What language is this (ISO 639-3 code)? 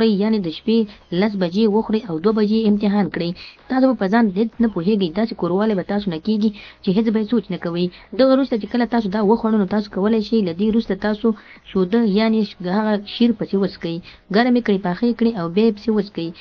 pus